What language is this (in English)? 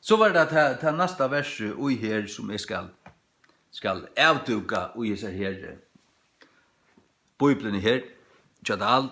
Faroese